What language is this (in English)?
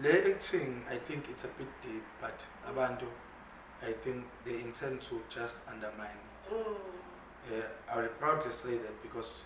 Zulu